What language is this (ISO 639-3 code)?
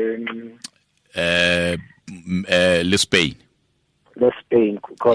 tsn